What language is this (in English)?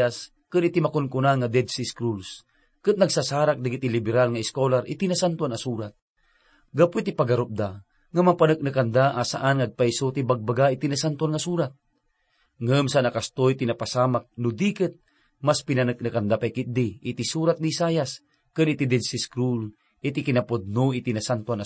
Iloko